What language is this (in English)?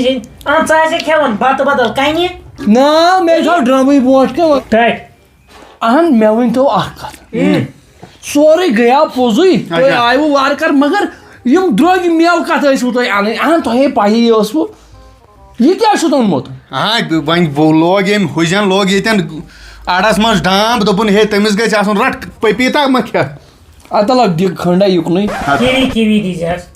Kashmiri